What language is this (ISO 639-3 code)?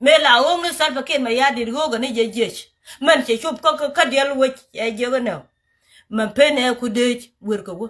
nus